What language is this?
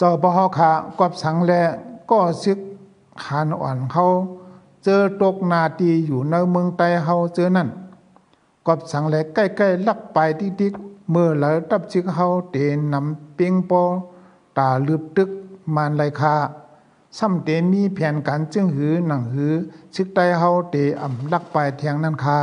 Shan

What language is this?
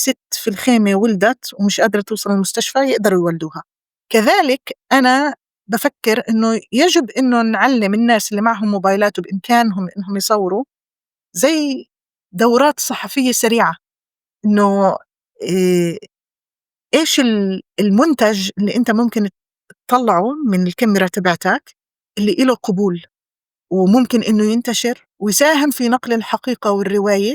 North Levantine Arabic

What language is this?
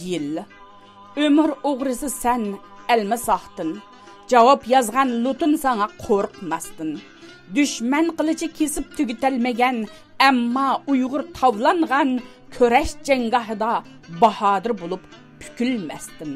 Uyghur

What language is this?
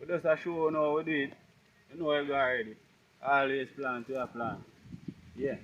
Jamaican Creole English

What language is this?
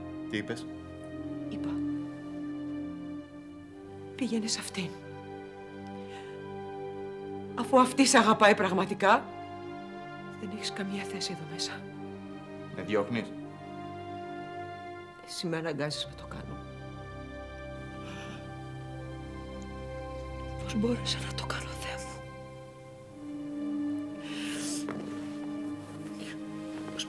Greek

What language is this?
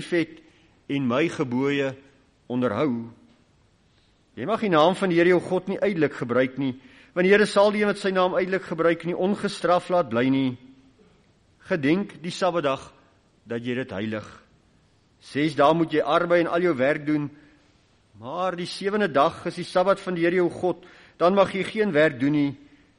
Afrikaans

